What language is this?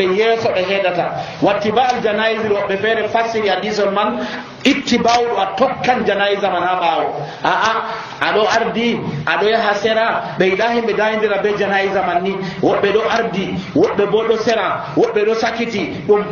Nigerian Fulfulde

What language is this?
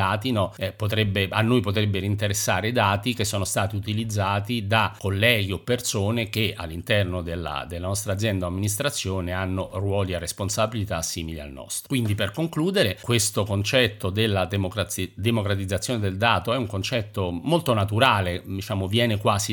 Italian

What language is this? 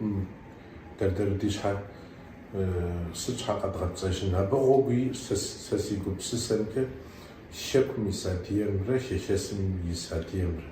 Kabardian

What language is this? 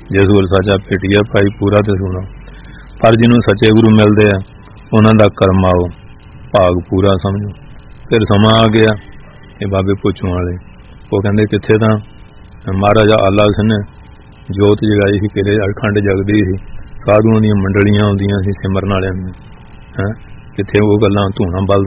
Punjabi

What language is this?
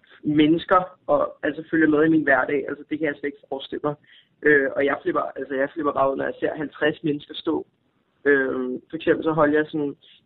Danish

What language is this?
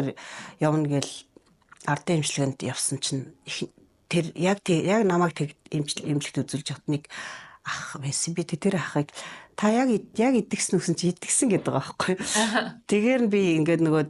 Mongolian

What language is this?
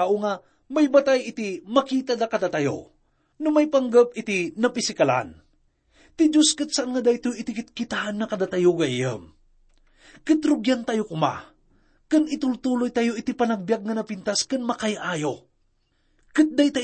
Iloko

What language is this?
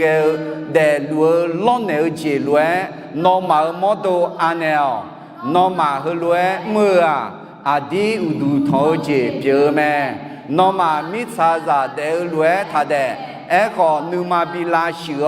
Akha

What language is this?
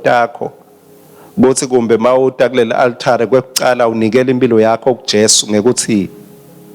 Swati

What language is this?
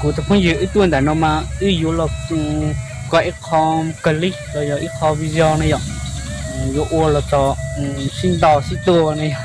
Hmong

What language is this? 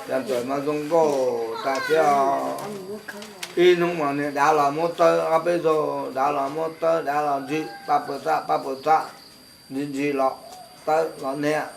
Hmong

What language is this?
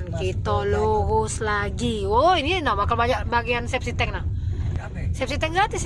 Musi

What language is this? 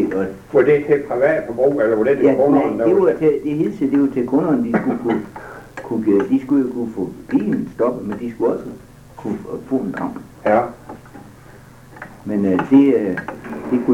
Danish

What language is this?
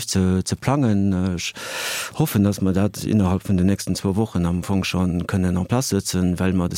Luxembourgish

